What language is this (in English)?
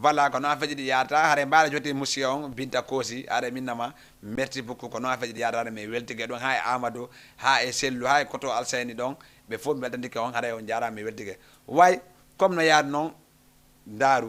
Fula